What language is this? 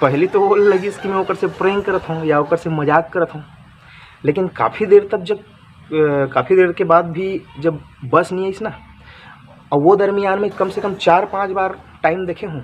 Chhattisgarhi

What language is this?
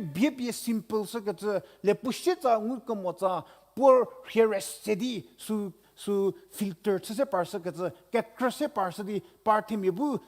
Angami Naga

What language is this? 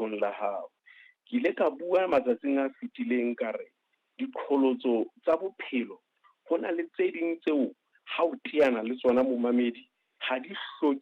Southern Sotho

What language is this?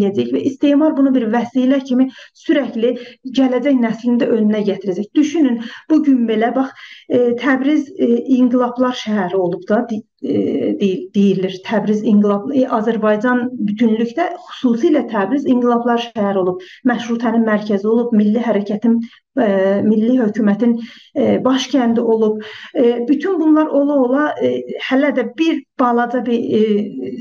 South Azerbaijani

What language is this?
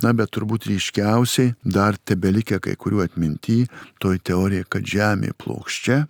Lithuanian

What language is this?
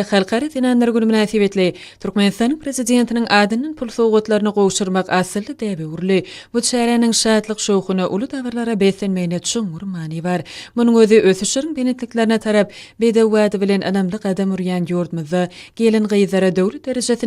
Turkmen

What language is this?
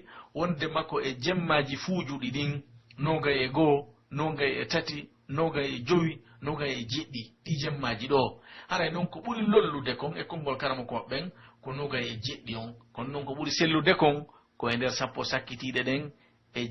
Pular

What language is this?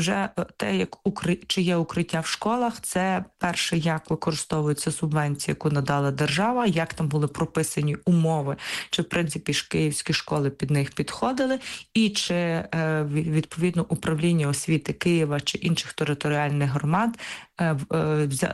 Ukrainian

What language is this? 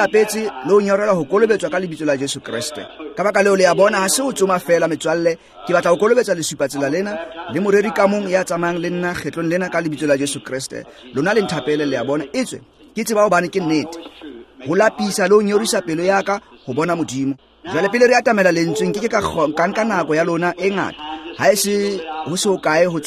Tswana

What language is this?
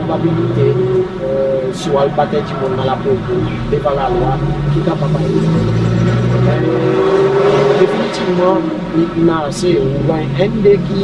Seselwa Creole French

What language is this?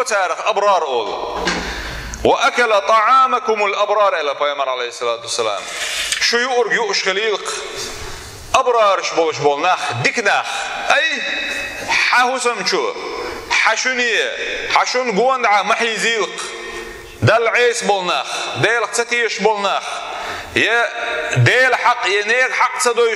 Chechen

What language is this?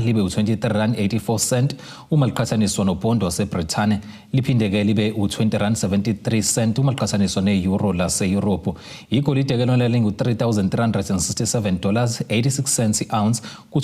Zulu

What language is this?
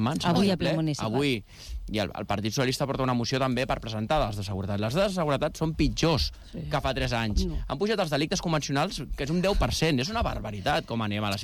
Catalan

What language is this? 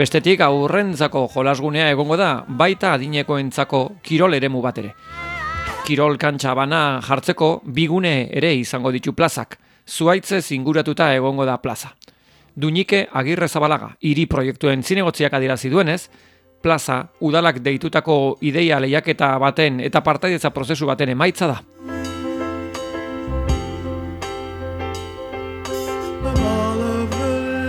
Basque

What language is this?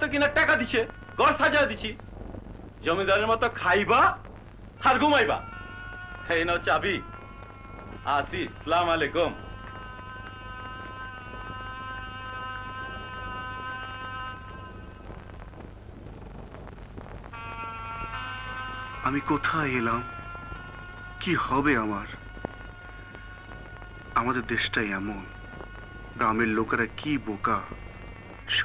Bangla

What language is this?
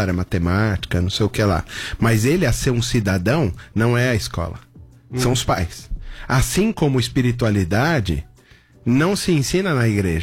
Portuguese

